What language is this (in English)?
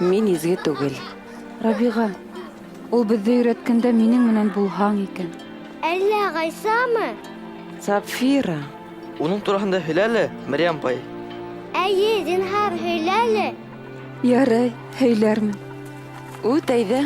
Bashkir